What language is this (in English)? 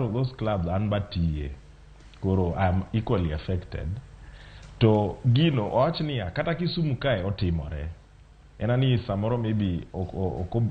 Luo (Kenya and Tanzania)